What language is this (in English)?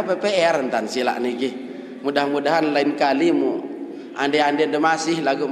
Sasak